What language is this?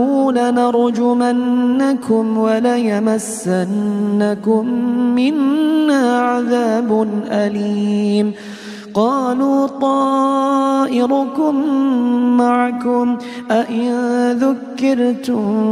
Arabic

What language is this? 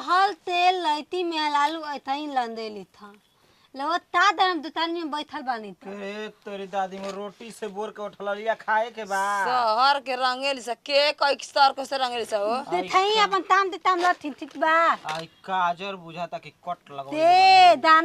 Bhojpuri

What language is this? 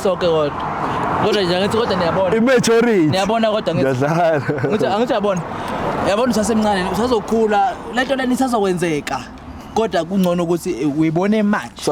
Zulu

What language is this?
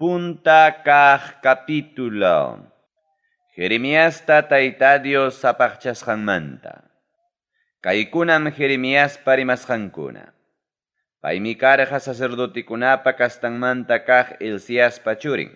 Ayacucho Quechua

